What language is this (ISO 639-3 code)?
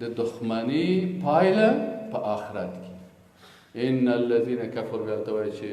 fas